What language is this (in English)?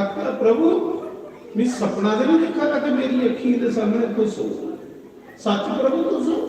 Dogri